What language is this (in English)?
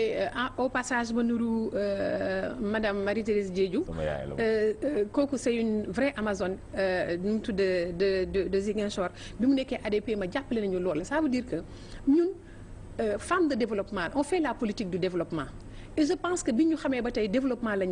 Wolof